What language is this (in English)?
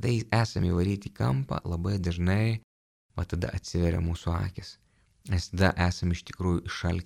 Lithuanian